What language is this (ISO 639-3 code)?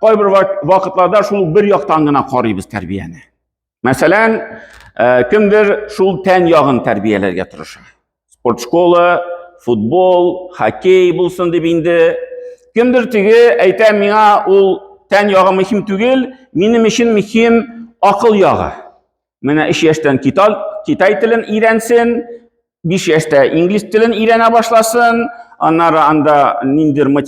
tat